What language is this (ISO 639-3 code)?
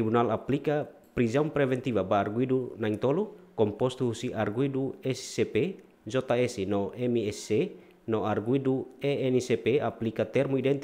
tet